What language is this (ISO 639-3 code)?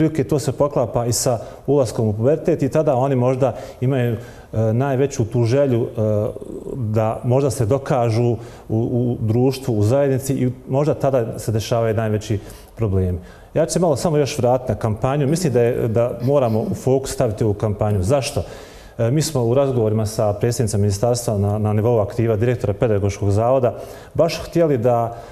bos